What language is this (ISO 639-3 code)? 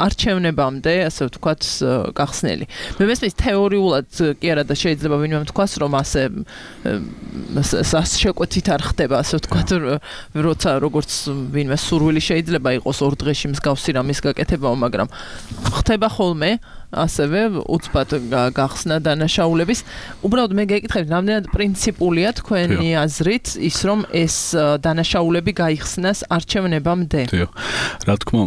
kat